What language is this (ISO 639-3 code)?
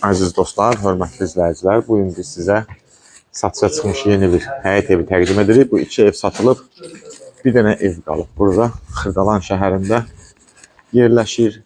aze